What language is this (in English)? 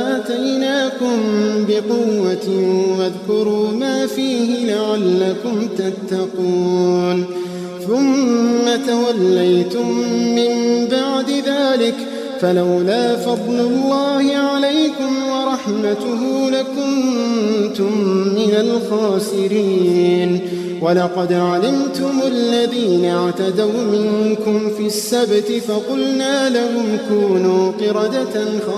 Arabic